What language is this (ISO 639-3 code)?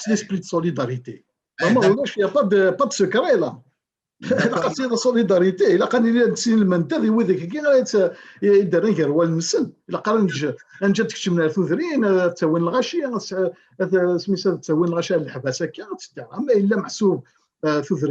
kab